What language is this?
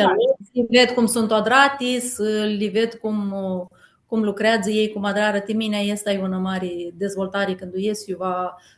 Aromanian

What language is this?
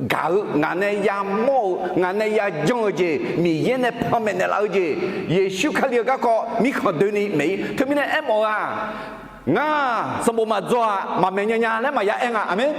Akha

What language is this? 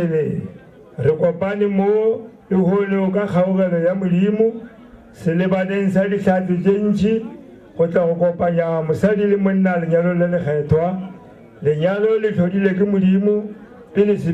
Northern Sotho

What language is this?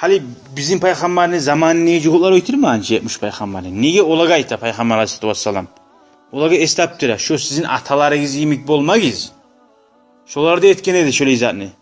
Kumyk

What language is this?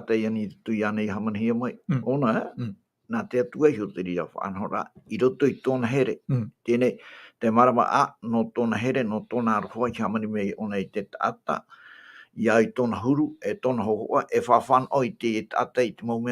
Tahitian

